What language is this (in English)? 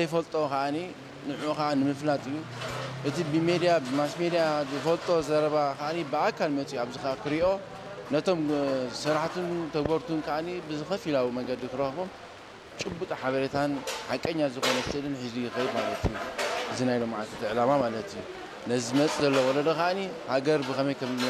Tigrinya